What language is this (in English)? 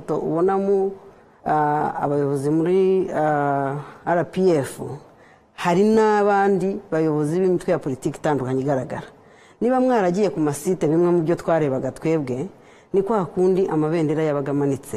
Kinyarwanda